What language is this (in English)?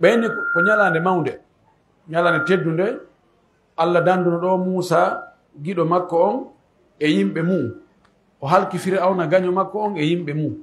Pular